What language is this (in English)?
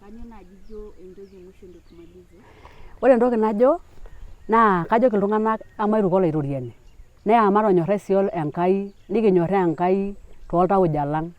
Masai